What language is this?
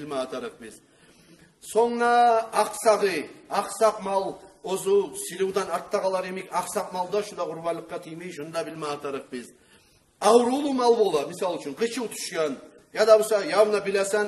Kumyk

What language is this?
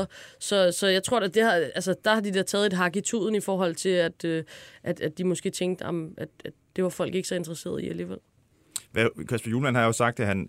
Danish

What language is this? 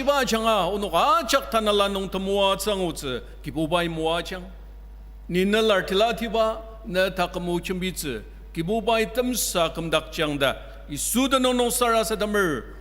Ao Naga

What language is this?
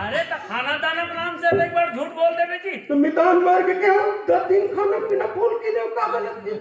Chhattisgarhi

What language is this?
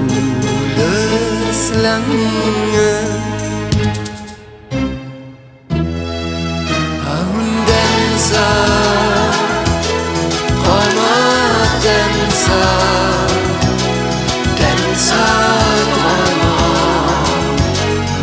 Danish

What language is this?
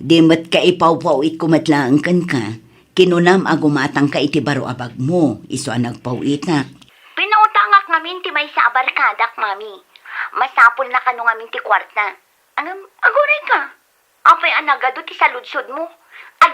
Iloko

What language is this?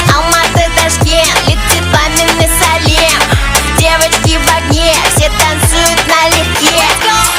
Kara-Kalpak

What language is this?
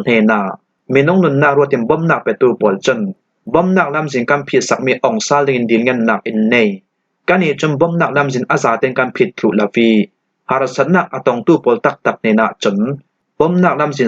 Falam Chin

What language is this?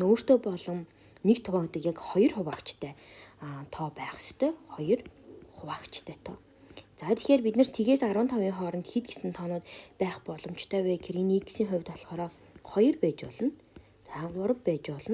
Mongolian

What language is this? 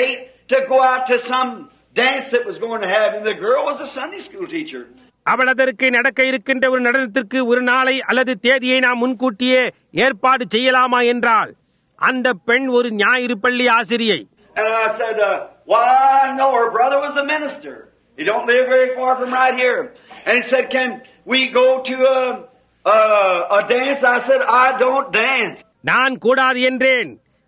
Tamil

